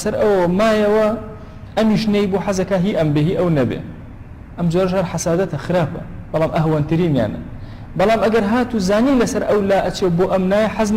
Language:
Central Kurdish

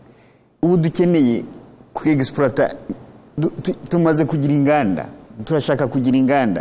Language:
Kinyarwanda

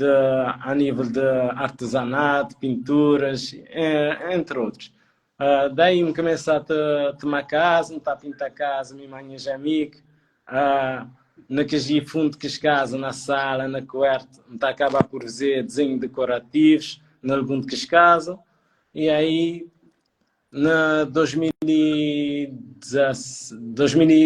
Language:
Kabuverdianu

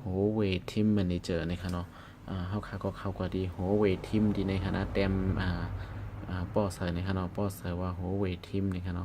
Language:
Shan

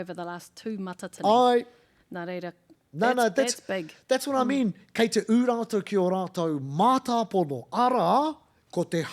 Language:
Māori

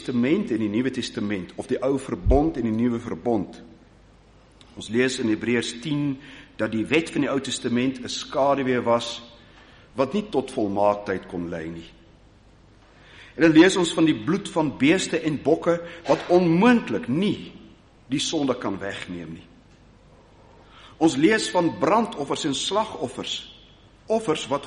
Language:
Afrikaans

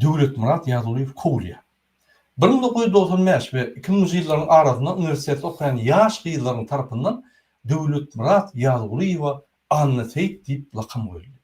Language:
Turkmen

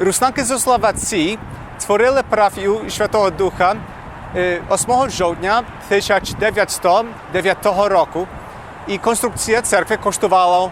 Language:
Rusyn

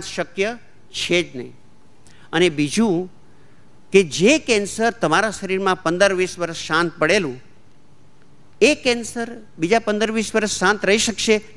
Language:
Gujarati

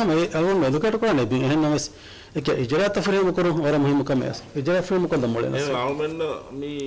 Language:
Divehi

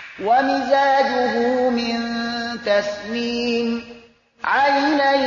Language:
Persian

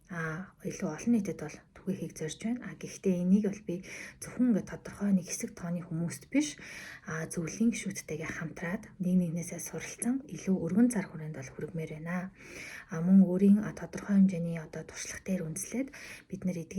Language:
Mongolian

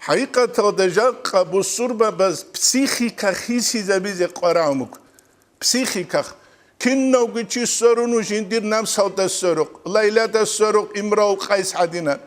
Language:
Avaric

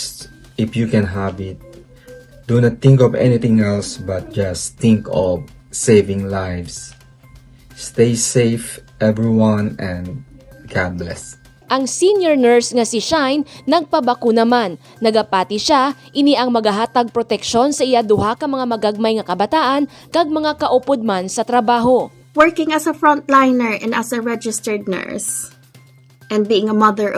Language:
Hiligaynon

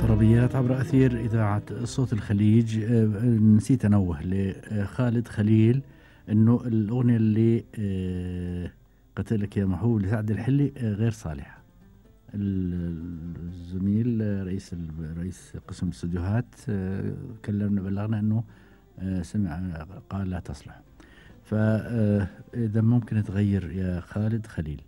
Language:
Gulf Arabic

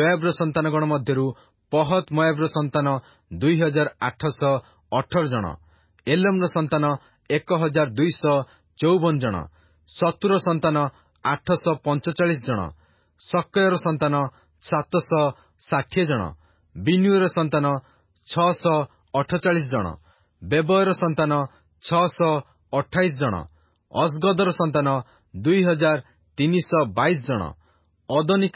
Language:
Odia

